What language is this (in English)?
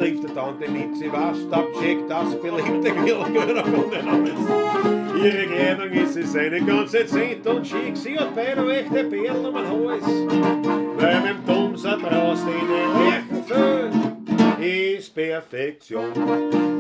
Bavarian